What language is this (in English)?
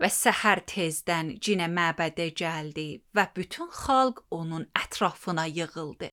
Azerbaijani